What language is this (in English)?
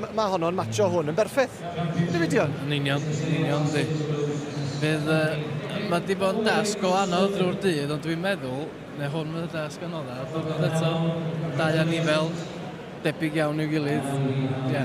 Welsh